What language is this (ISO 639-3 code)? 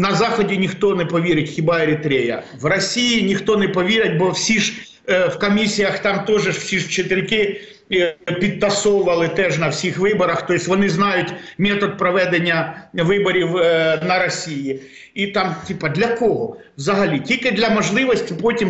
ukr